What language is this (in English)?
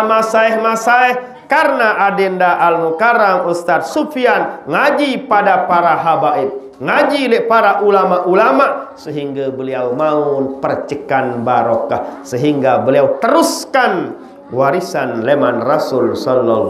Sasak